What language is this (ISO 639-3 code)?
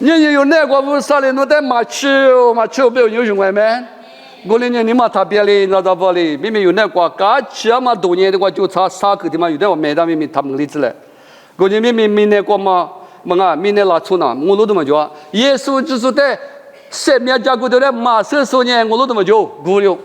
lis